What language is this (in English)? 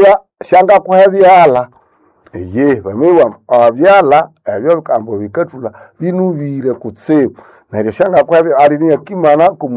Nande